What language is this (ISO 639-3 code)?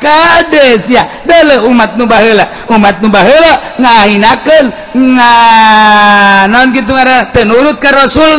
sun